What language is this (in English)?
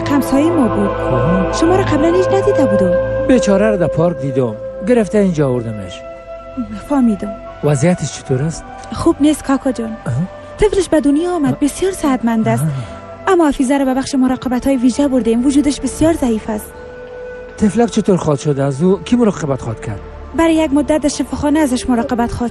Persian